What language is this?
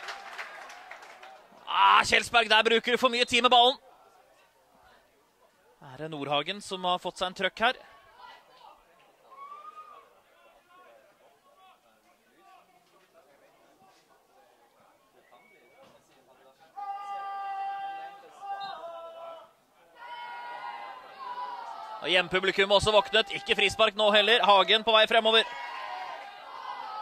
Norwegian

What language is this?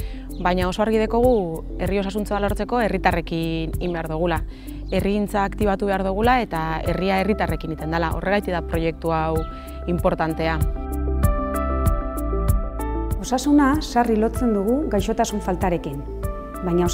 Basque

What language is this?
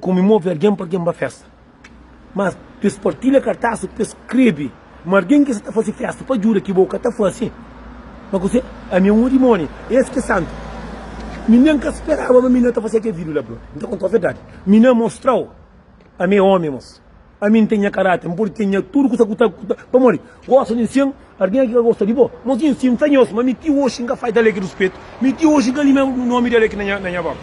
Kabuverdianu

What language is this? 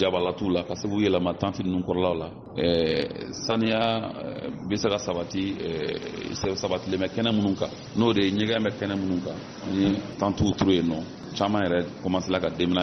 Bambara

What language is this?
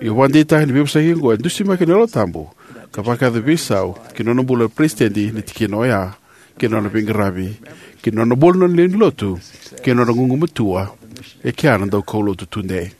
Fijian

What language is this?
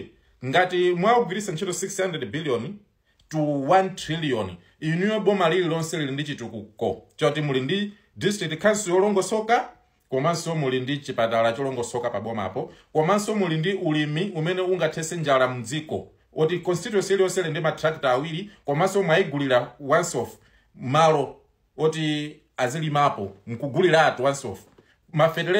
Nyanja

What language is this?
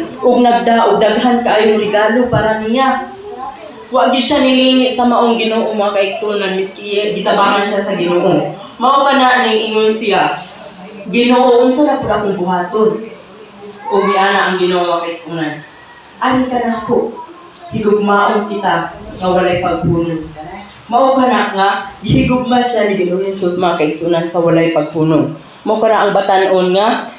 Cebuano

